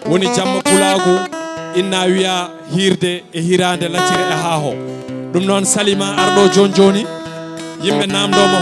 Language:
Fula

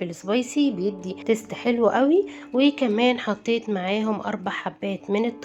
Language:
Egyptian Arabic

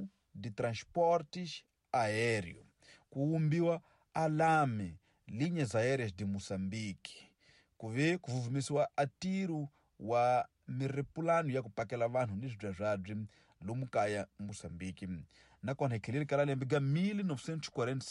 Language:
Tsonga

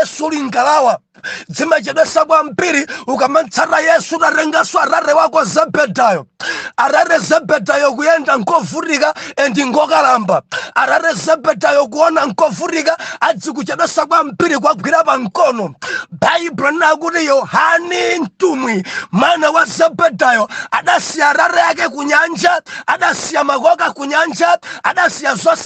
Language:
Nyanja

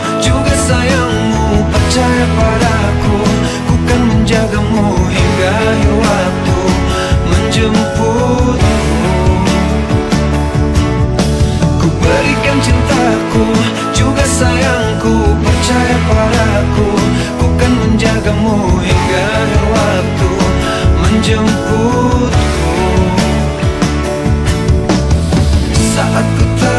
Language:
Indonesian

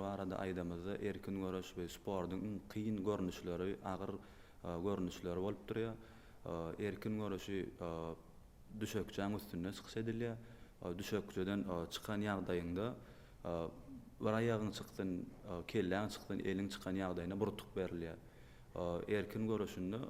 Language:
Turkmen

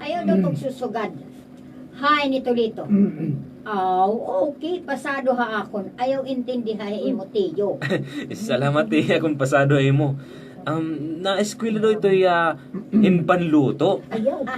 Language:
Waray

